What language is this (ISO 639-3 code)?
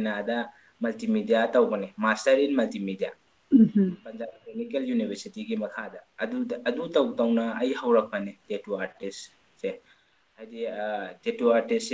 mni